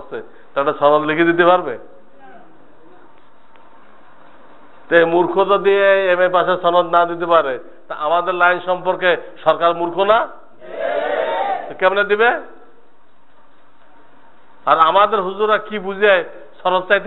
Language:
Bangla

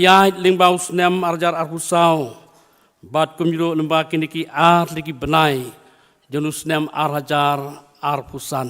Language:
Khasi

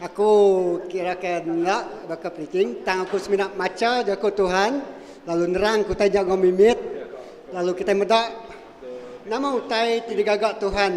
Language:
Iban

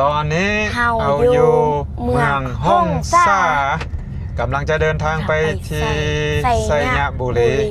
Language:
Lao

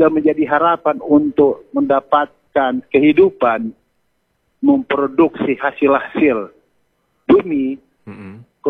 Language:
Indonesian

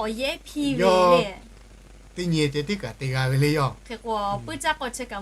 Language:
Lahu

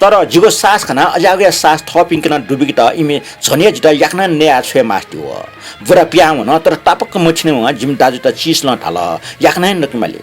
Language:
Newari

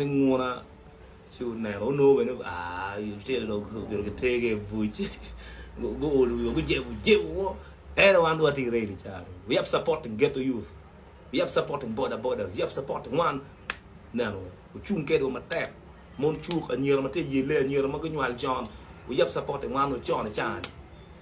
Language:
Acoli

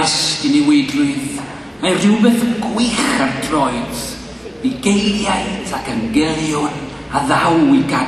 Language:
Welsh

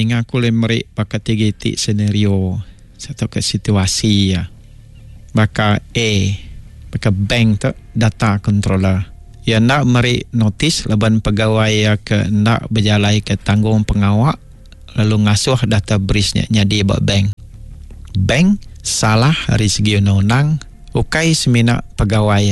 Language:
Iban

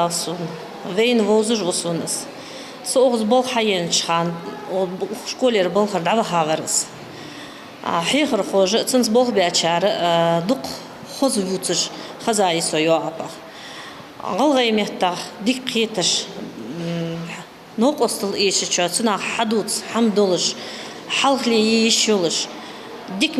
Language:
Ingush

